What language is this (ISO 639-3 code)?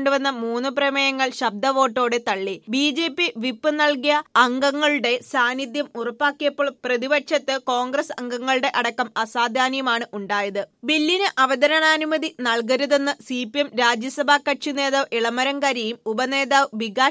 mal